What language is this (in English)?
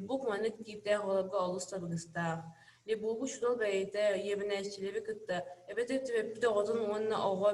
Yakut